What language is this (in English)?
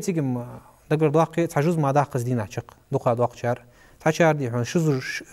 Ingush